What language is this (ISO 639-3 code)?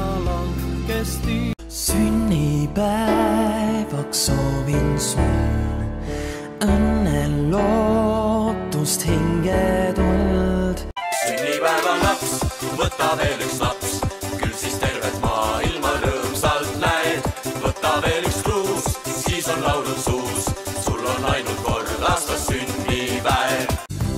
est